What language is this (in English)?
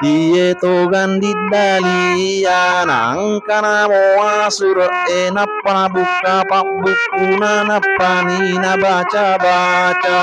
Buginese